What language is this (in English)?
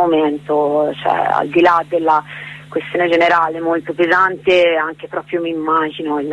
Italian